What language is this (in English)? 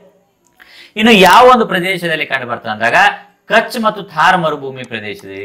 Kannada